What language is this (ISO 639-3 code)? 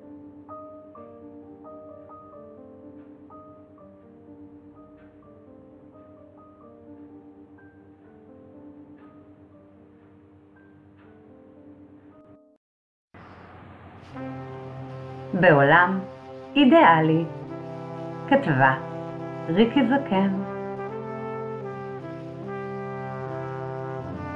heb